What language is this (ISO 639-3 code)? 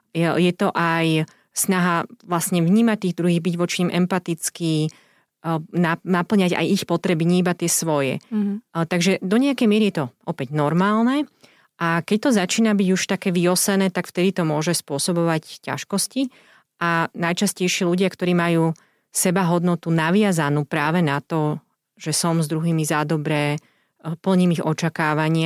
slk